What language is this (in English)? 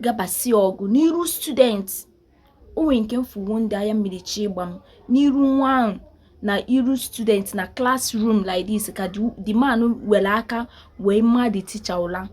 Igbo